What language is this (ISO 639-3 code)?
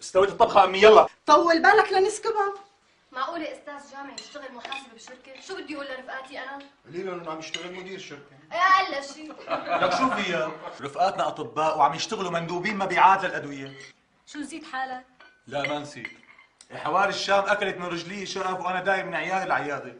apc